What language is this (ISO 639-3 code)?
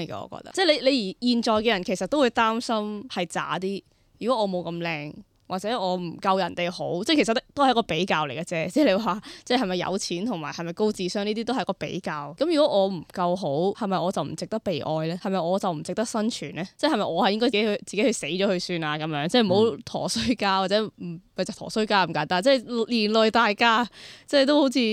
yue